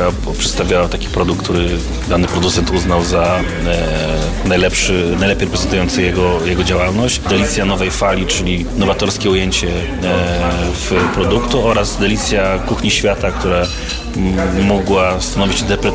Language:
Polish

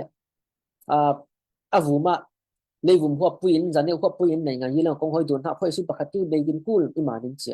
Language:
Falam Chin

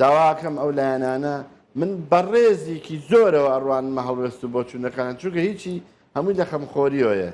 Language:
Central Kurdish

